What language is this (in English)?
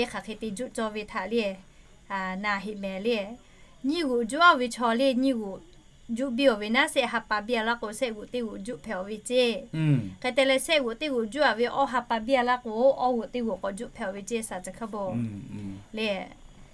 Lahu